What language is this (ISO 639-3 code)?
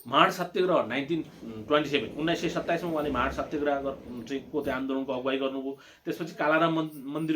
nep